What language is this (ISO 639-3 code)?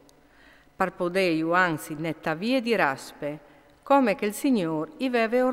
fur